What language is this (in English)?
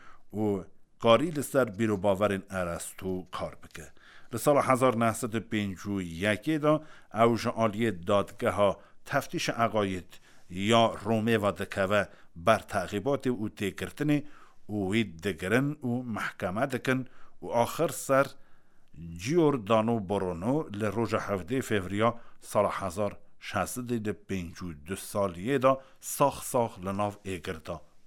Kurdish